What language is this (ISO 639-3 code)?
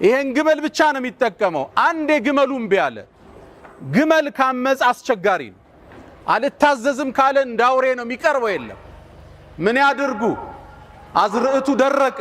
amh